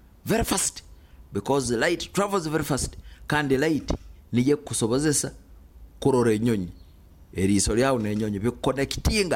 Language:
Nyoro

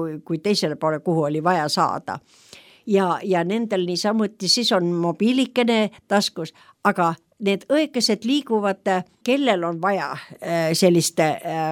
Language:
Estonian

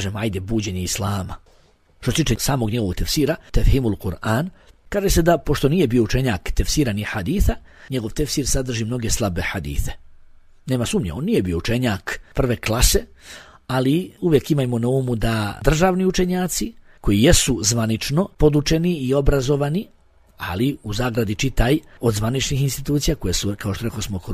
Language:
Bosnian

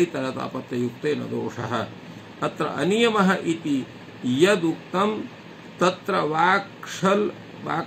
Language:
Sanskrit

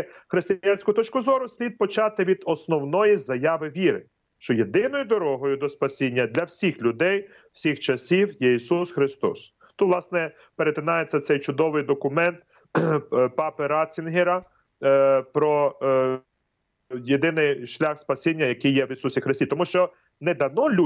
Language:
Ukrainian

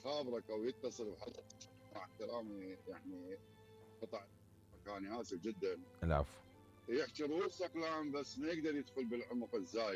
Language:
Mesopotamian Arabic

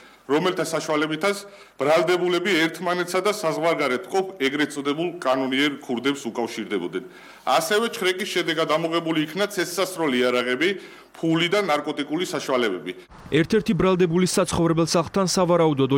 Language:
Georgian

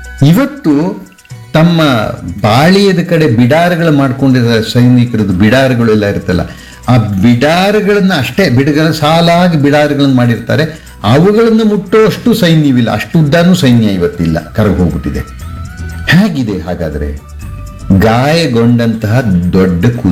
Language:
Kannada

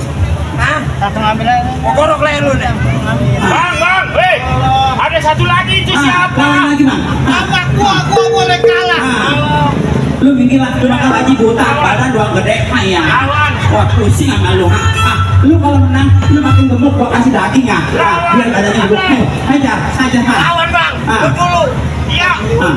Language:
Betawi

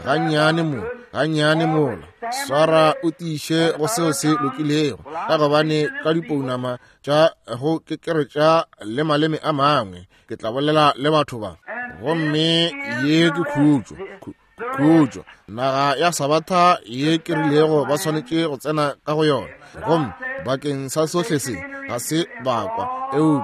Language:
Northern Sotho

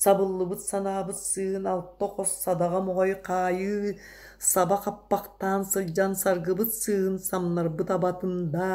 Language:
Yakut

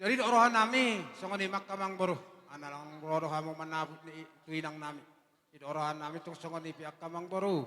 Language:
Batak Toba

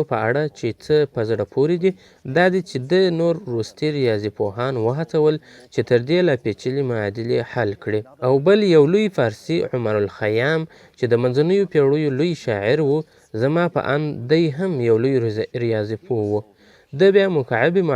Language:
Pashto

